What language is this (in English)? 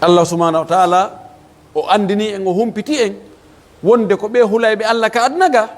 Pular